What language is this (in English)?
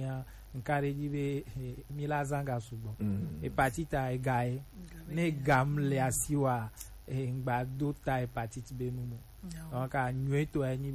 Gen